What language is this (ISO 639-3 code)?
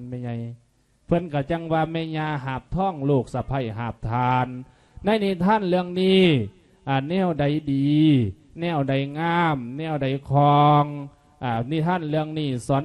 lao